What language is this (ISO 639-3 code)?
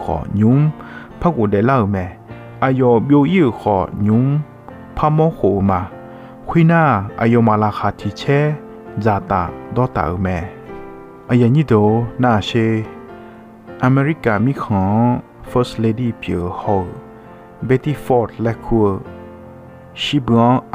ahk